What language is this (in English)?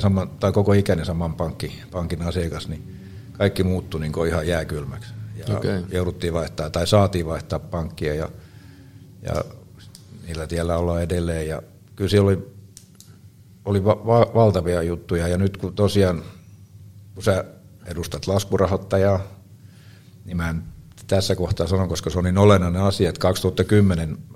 Finnish